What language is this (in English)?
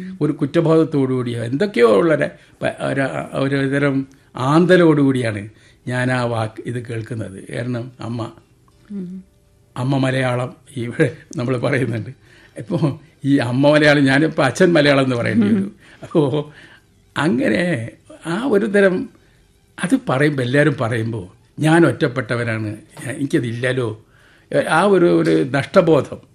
Malayalam